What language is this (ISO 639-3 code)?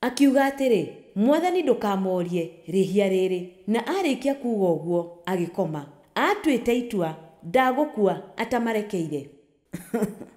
kik